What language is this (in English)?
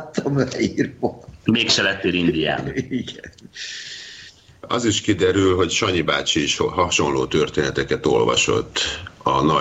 Hungarian